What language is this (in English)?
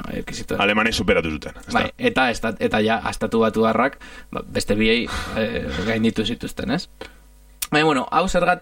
Basque